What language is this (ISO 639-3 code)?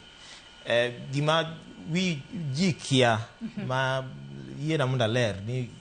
luo